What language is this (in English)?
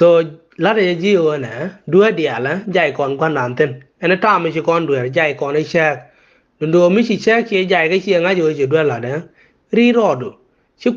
Nuer